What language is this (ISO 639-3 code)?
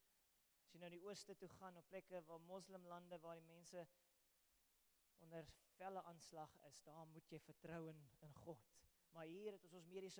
afr